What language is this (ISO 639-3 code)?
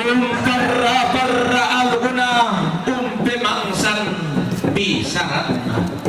sda